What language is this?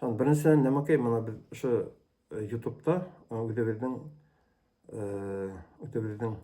Bashkir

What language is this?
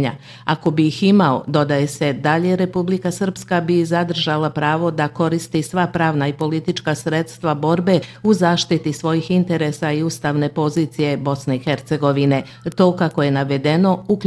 Bosnian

